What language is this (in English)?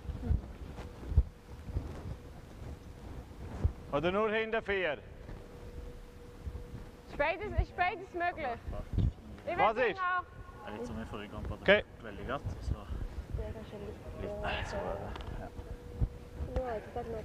Norwegian